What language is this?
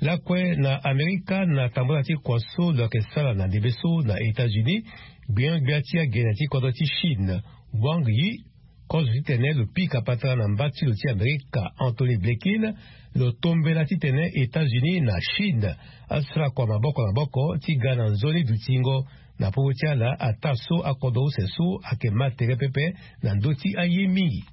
Sango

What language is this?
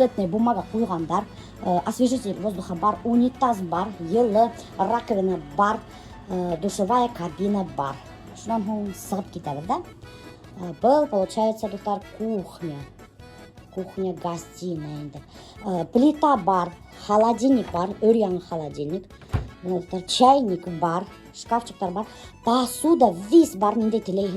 Bashkir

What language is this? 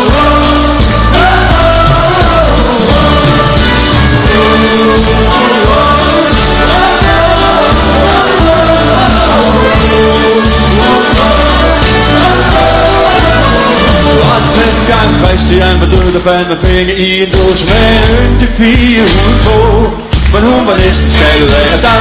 Danish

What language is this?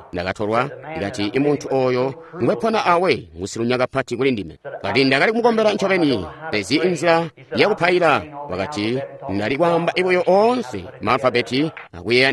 Tonga (Zambia)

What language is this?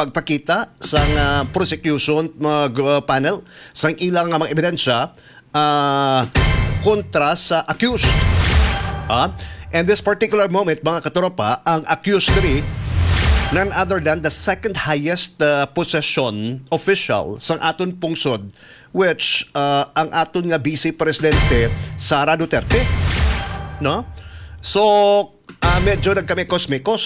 Hiligaynon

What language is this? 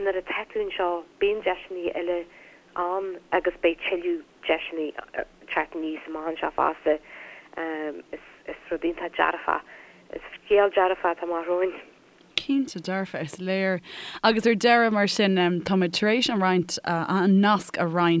Irish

